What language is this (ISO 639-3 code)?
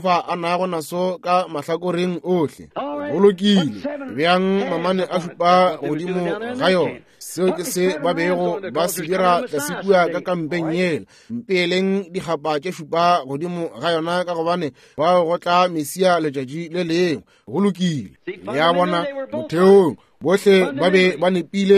nso